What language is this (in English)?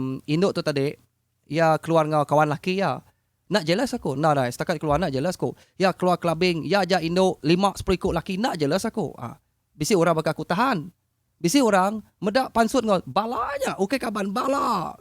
Iban